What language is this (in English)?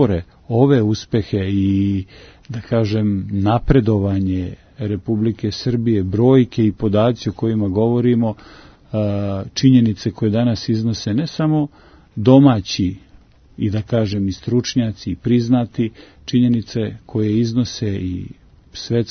Serbian